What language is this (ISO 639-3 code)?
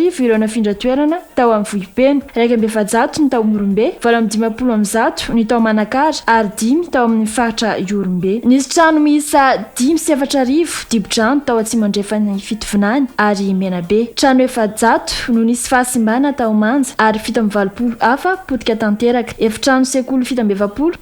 mlg